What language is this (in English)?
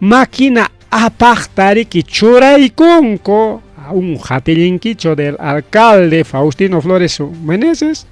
Ayacucho Quechua